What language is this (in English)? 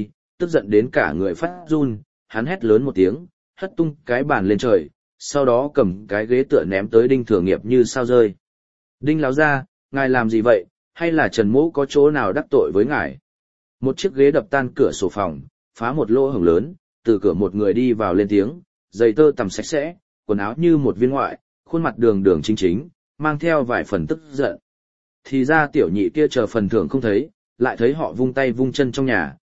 Vietnamese